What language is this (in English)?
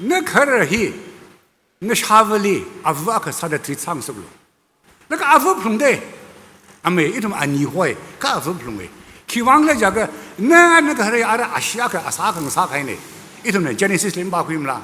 Tangkhul Naga (India)